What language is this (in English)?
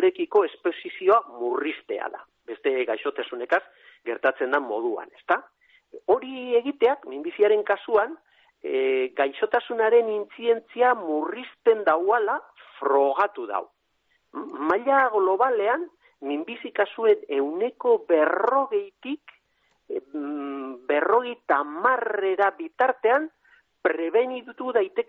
Basque